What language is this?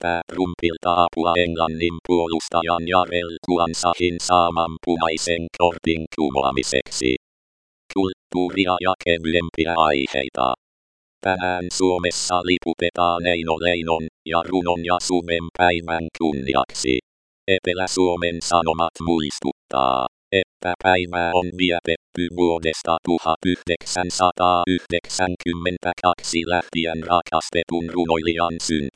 Finnish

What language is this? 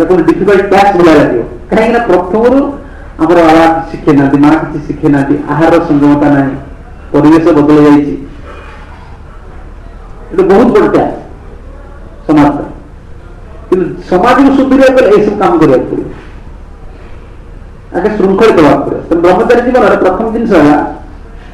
Odia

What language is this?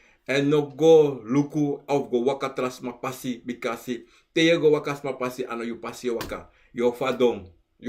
Sranan Tongo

